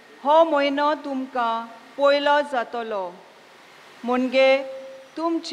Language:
Konkani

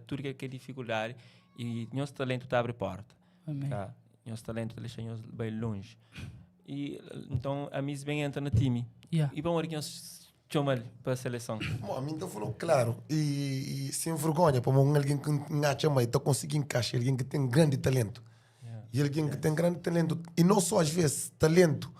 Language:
Kabuverdianu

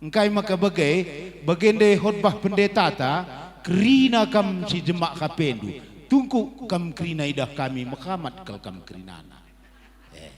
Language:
Batak Karo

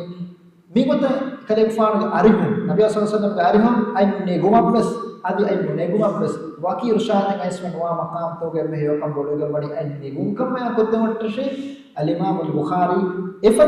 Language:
Divehi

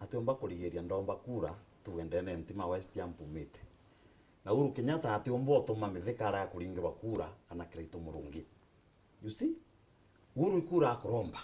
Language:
Meru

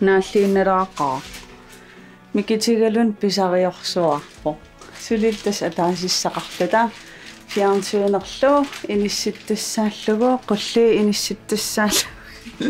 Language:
Kalaallisut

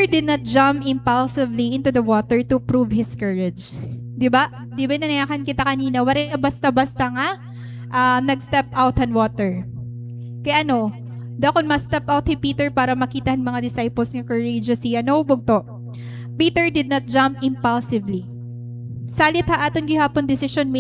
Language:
Waray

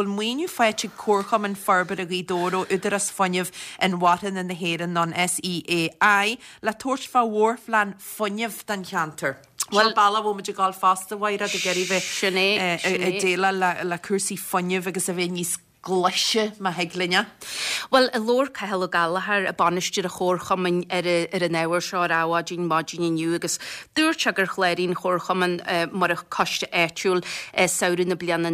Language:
Irish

